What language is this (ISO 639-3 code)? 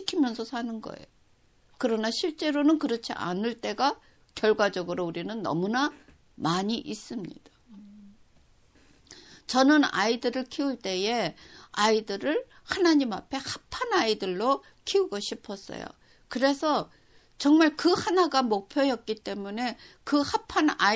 kor